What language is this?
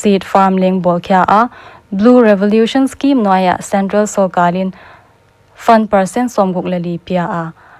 Paite Chin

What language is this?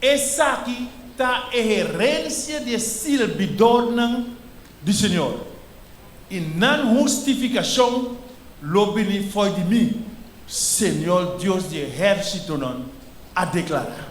Papiamento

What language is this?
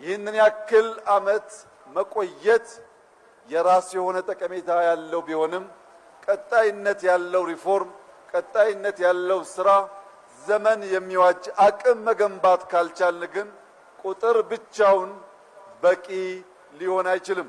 Amharic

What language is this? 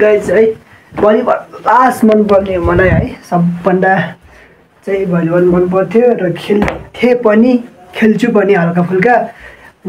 Nepali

